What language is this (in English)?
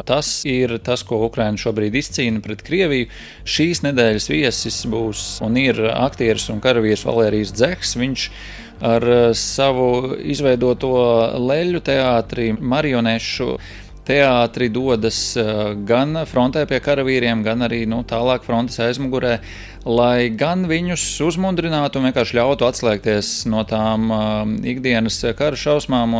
Latvian